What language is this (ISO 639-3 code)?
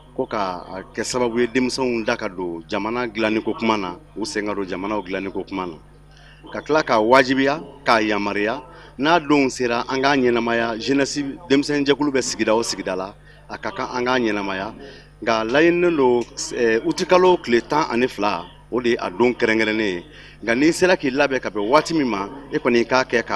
bam